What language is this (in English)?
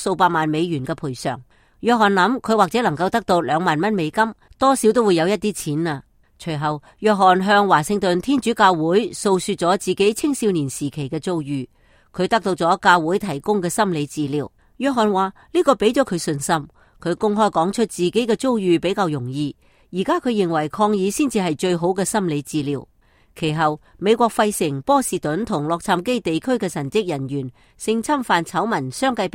Cantonese